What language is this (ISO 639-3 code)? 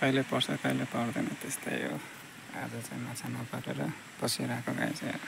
nep